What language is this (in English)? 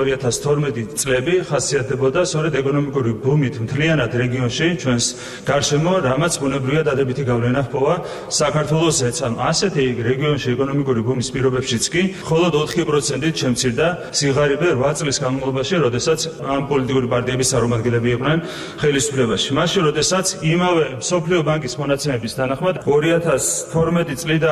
Georgian